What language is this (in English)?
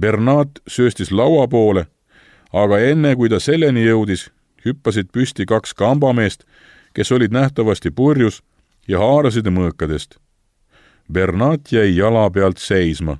Estonian